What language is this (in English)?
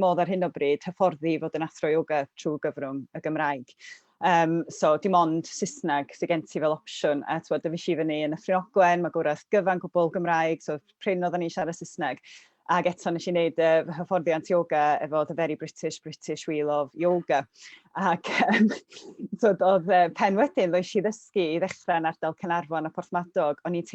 Welsh